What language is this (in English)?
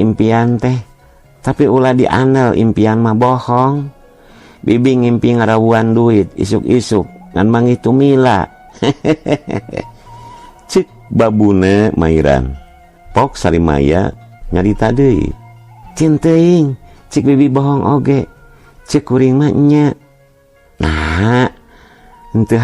Sundanese